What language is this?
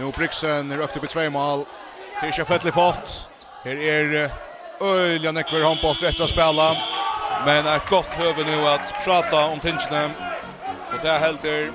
Faroese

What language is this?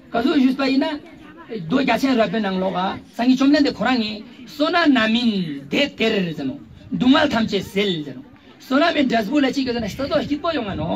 Ladakhi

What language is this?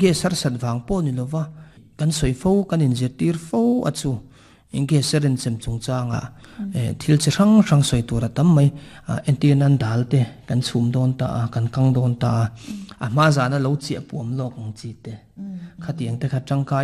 Mizo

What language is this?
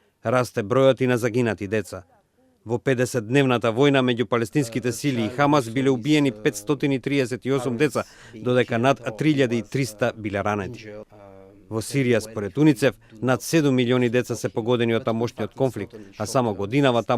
Macedonian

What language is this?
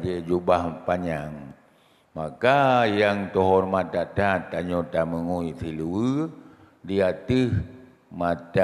Achinese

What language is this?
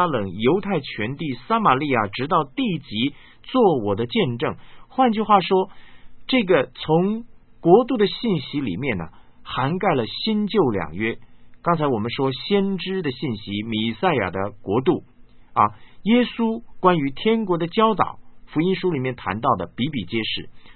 Chinese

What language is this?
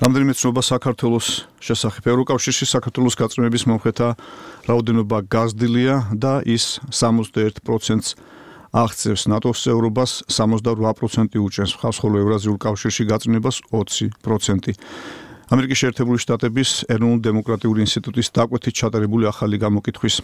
Georgian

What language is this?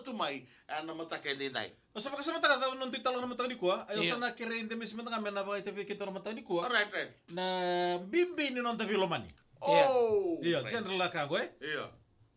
Fijian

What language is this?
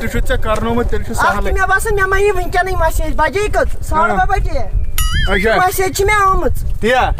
Kashmiri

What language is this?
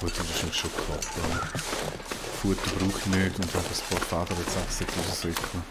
Swiss German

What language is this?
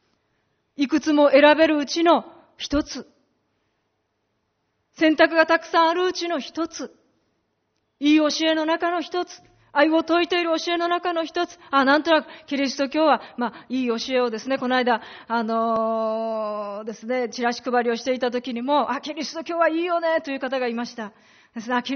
Japanese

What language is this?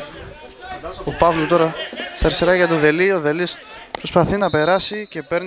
Greek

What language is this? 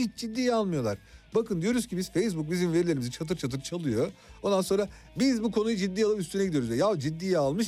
Turkish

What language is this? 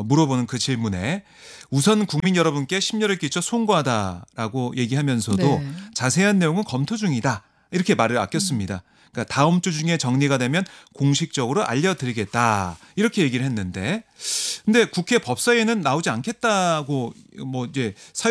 Korean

